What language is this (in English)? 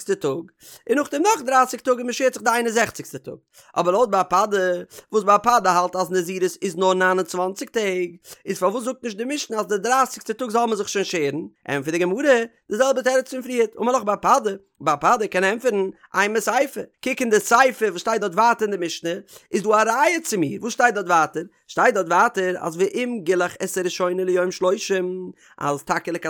Yiddish